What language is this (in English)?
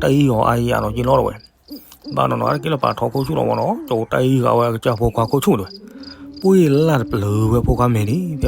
S'gaw Karen